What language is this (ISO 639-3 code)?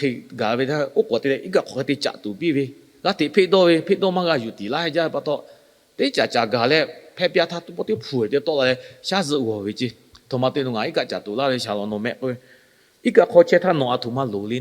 lhu